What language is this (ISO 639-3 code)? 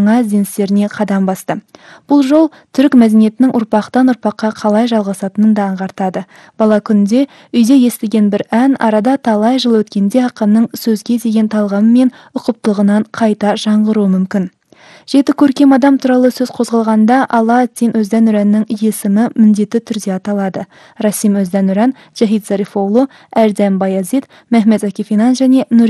kaz